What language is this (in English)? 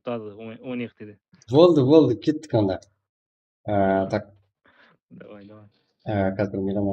Kara-Kalpak